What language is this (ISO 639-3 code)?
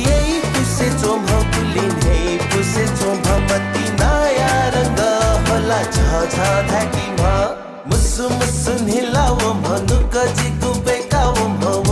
new